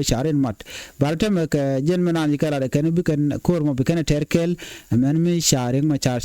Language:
Nuer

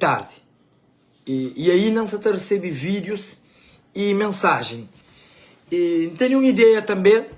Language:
Kabuverdianu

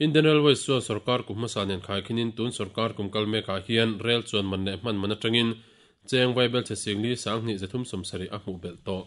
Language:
Mizo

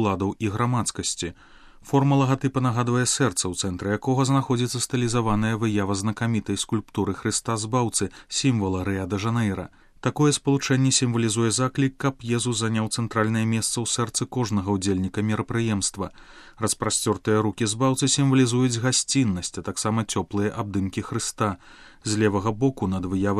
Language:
Belarusian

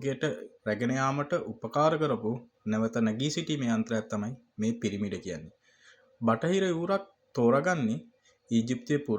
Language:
Sinhala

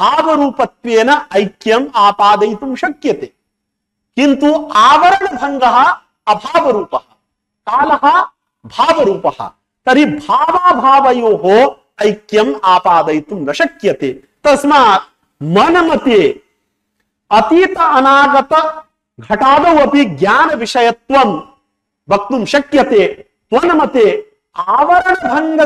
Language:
Sanskrit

